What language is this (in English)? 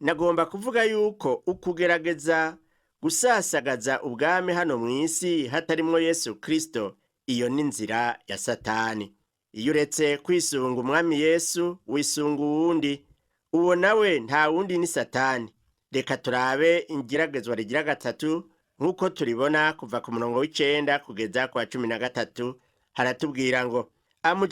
Rundi